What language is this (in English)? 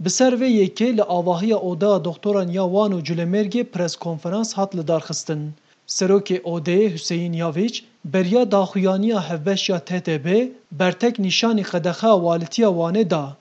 Kurdish